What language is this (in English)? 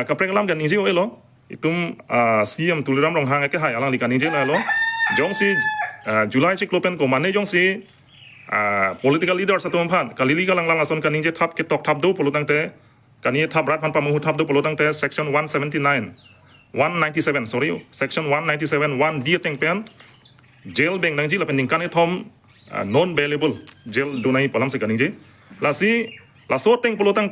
Karbi